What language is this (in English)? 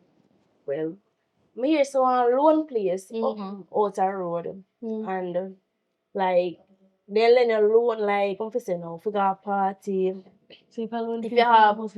Jamaican Creole English